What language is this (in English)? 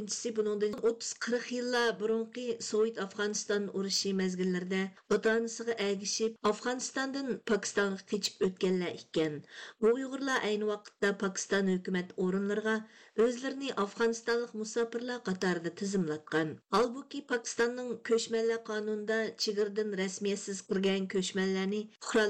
Uyghur